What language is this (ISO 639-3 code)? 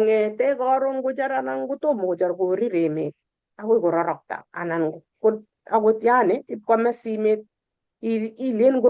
kln